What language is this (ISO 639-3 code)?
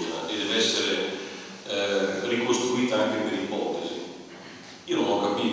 ita